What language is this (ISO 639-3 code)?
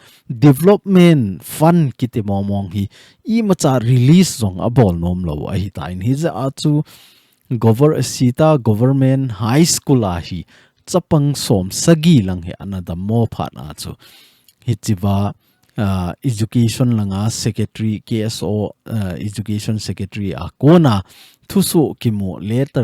tcz